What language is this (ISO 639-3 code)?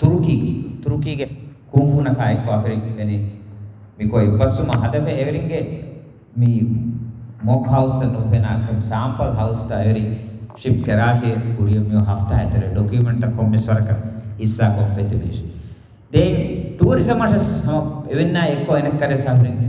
div